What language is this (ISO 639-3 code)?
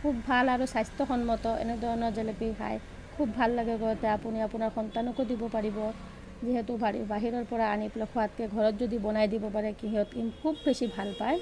asm